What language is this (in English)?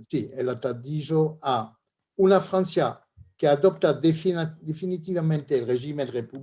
Ladino